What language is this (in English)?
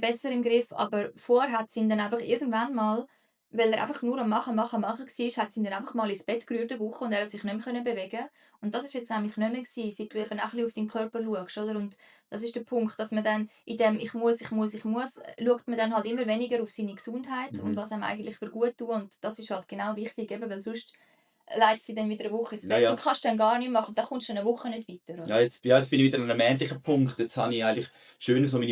Swiss German